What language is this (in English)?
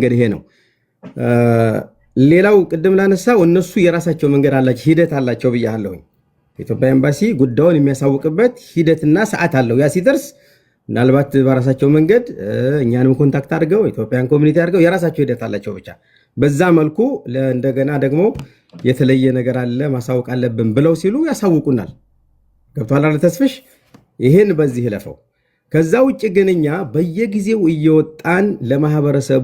Amharic